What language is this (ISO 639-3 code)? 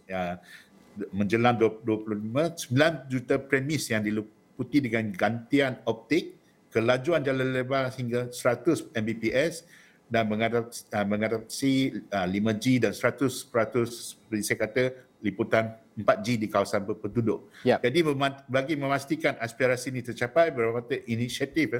msa